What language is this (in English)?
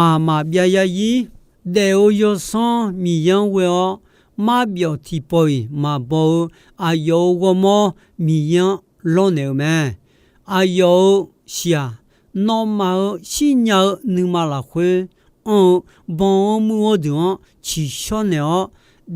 Akha